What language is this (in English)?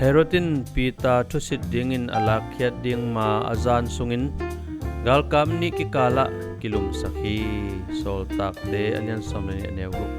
Tedim Chin